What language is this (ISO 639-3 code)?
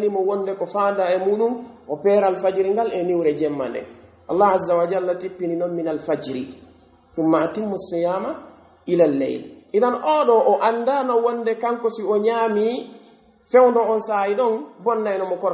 fuf